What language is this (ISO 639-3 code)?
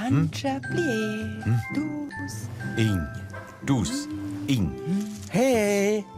roh